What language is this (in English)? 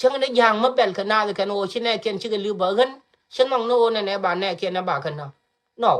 Nuer